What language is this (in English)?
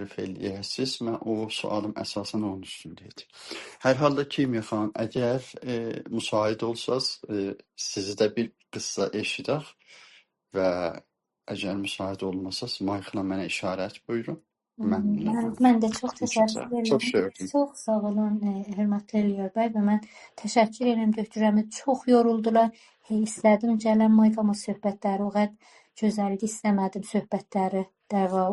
South Azerbaijani